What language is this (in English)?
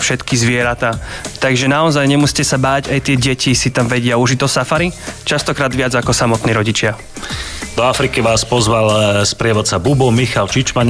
Slovak